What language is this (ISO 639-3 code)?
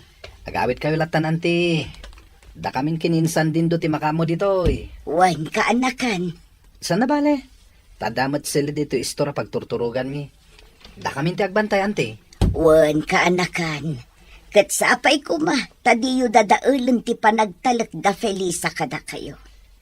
ilo